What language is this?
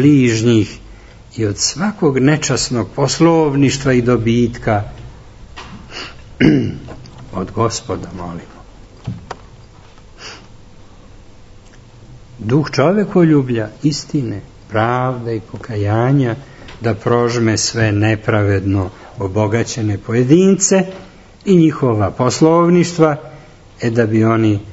Serbian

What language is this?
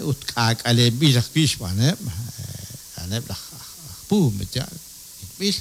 Kekchí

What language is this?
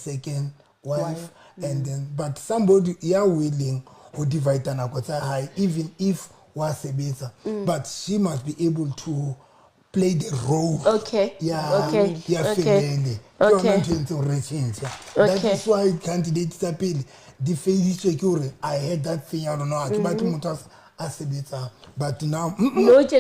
Southern Sotho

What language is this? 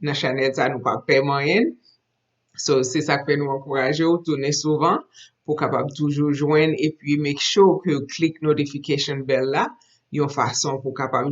Haitian Creole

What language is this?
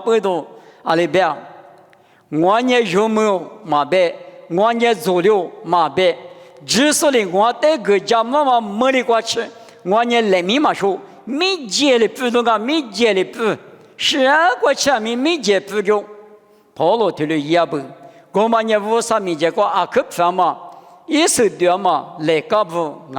Lisu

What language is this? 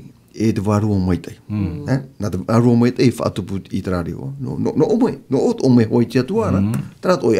Tahitian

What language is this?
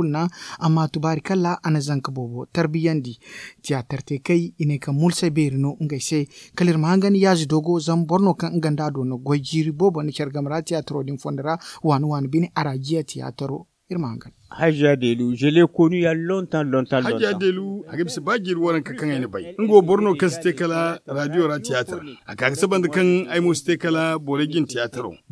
Zarma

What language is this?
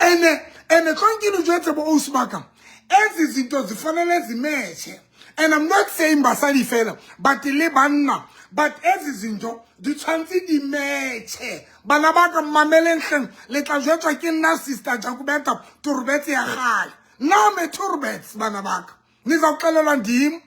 Southern Sotho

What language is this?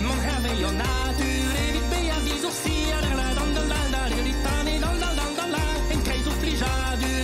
Breton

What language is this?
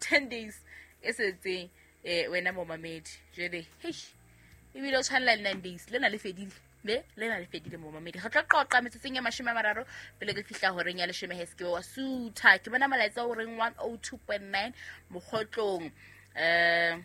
Southern Sotho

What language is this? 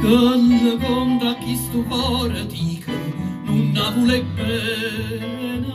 Neapolitan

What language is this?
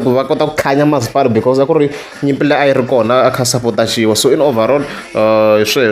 Tsonga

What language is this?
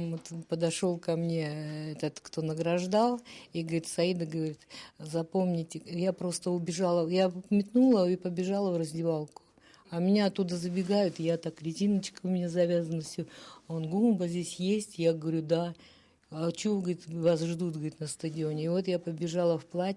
Abkhazian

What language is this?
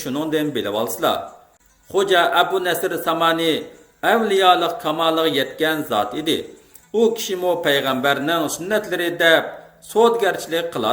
Uyghur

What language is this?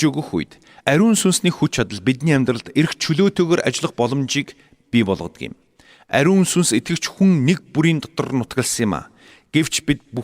Mongolian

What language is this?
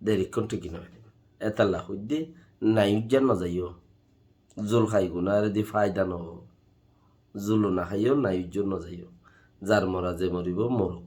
Rohingya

